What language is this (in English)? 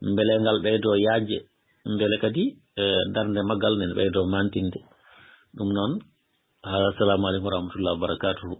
Fula